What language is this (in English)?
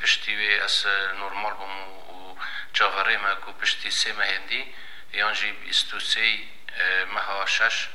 Kurdish